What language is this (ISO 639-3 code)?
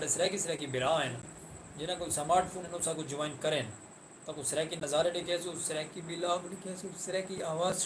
skr